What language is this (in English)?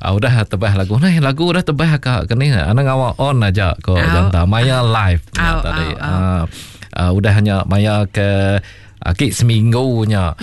Iban